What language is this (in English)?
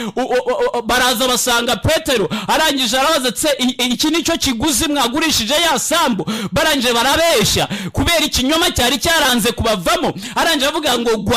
Kinyarwanda